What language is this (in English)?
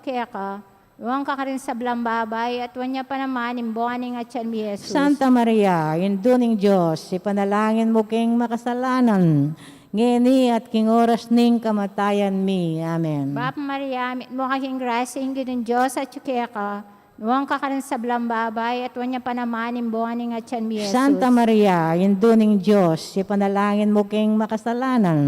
Pampanga